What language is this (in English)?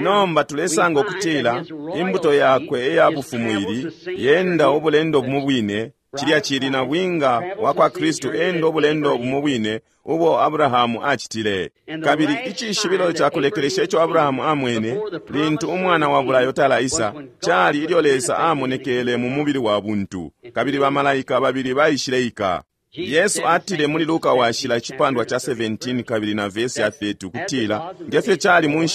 Bemba